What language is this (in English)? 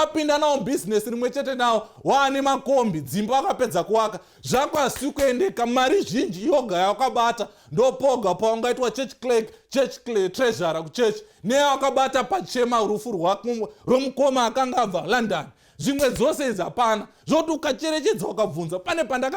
Shona